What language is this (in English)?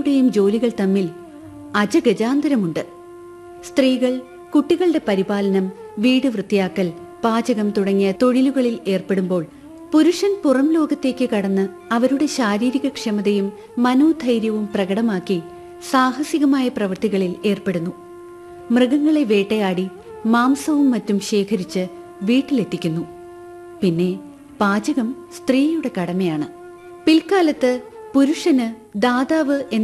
Malayalam